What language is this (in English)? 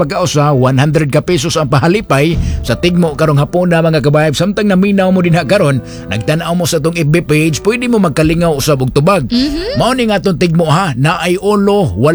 Cebuano